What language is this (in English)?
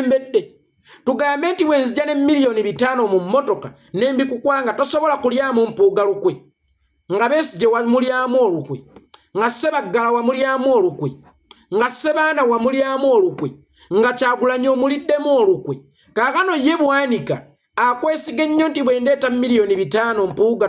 Ganda